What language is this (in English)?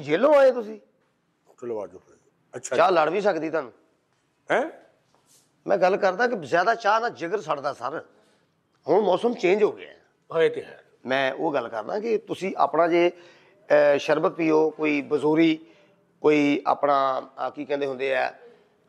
Punjabi